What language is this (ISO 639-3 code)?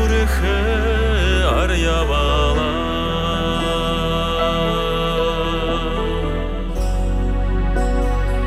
bua